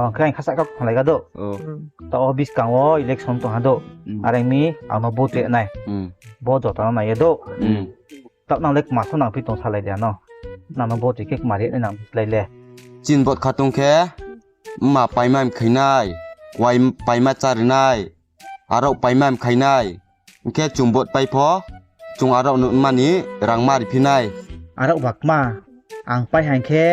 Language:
Riang (India)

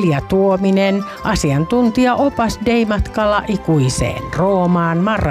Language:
Finnish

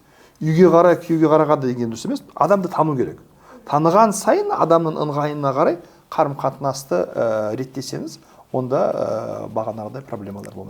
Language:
Kazakh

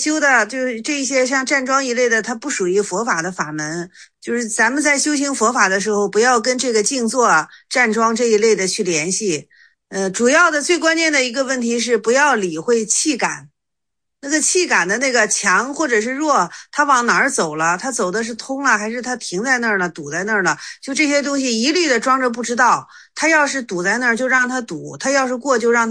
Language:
Chinese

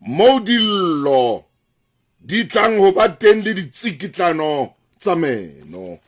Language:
Southern Sotho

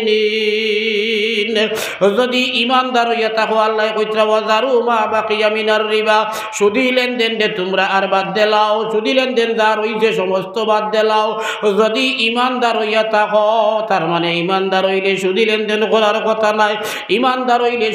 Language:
Sylheti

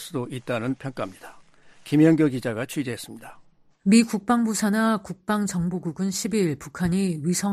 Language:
Korean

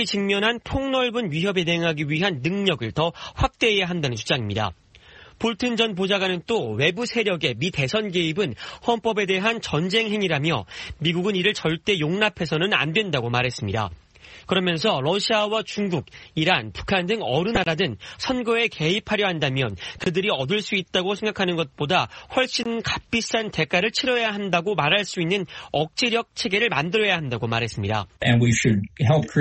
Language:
Korean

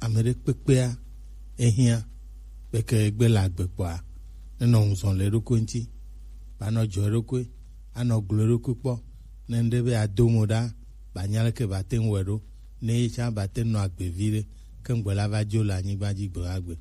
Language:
Gen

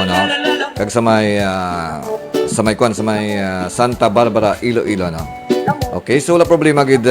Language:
Hiligaynon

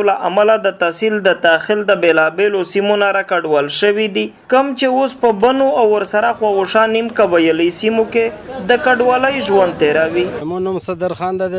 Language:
Pashto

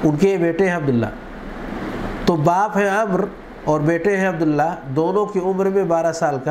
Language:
Urdu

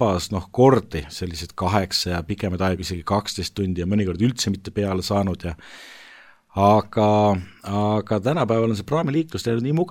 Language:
Estonian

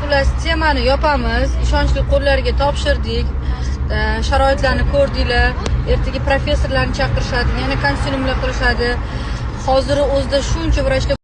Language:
Uzbek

